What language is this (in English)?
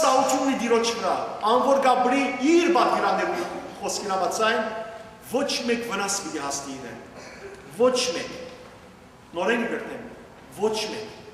Western Armenian